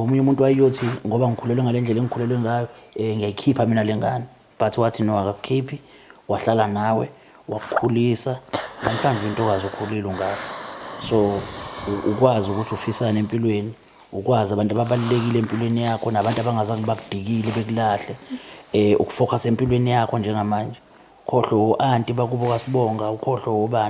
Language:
Zulu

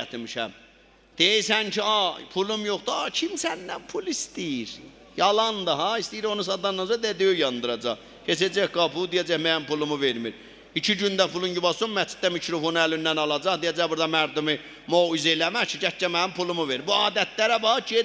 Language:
South Azerbaijani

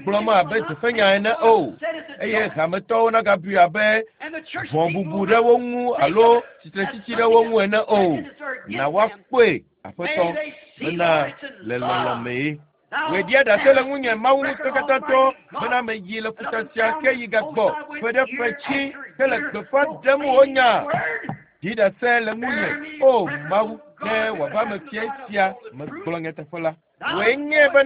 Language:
Ewe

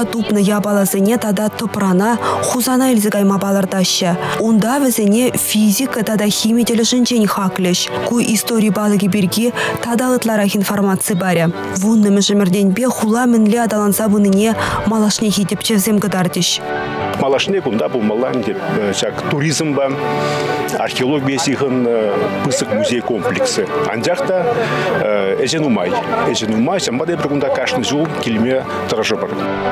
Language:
Chuvash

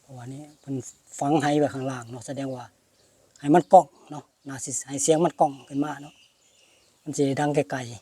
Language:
Northeastern Thai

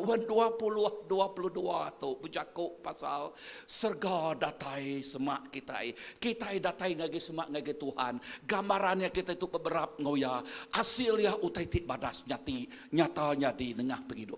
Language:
Iban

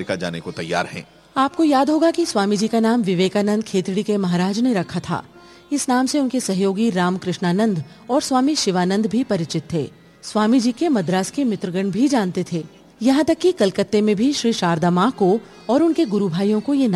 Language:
Hindi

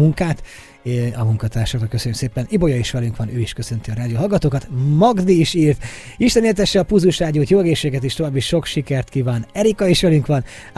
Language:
Hungarian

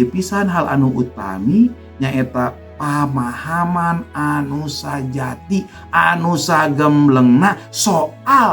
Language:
Sundanese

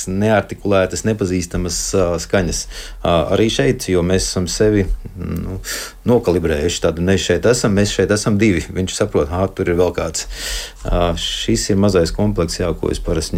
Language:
Latvian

